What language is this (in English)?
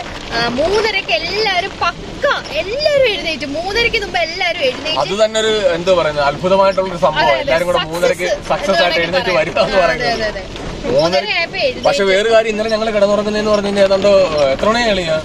Malayalam